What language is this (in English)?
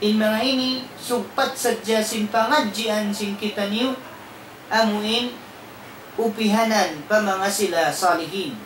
Tausug